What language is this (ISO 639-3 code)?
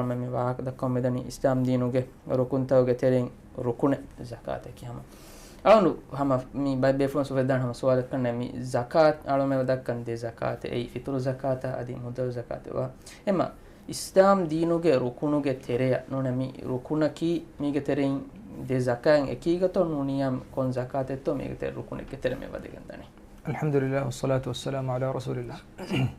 div